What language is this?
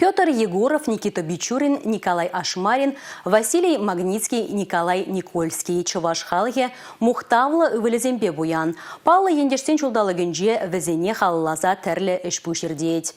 Chuvash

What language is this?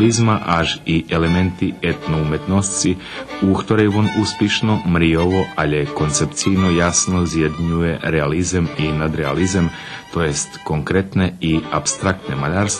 Rusyn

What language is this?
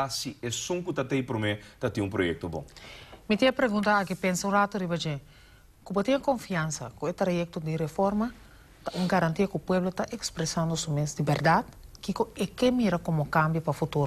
Papiamento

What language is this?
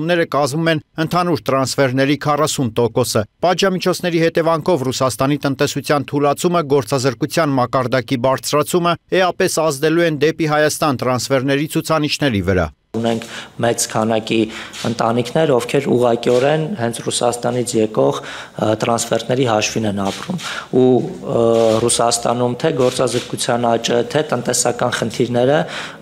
Armenian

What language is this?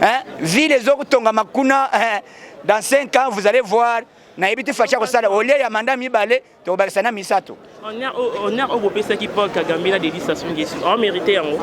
Lingala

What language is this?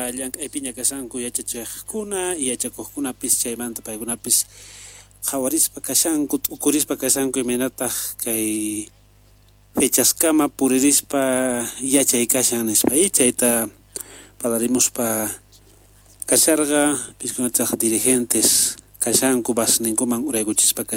South Bolivian Quechua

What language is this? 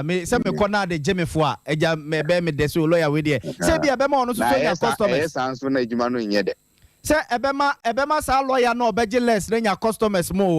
Akan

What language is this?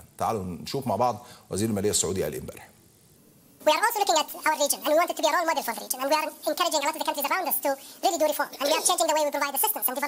Egyptian Arabic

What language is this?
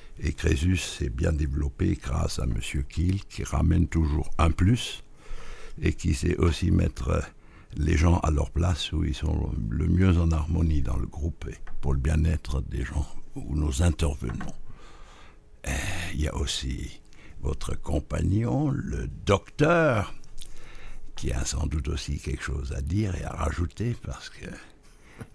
French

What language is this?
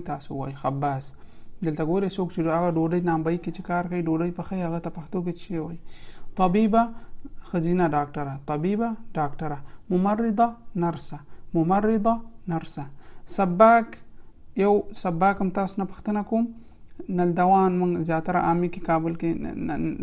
Pashto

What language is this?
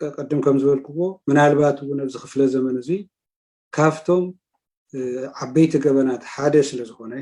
Tigrinya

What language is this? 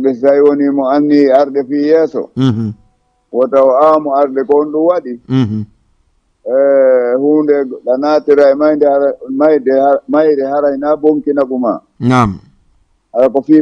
Fula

